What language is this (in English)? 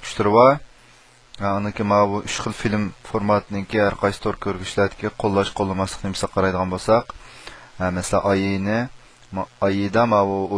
Uyghur